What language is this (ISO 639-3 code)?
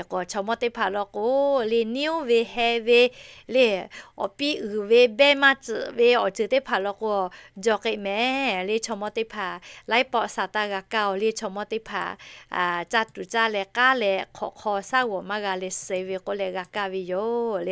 lhu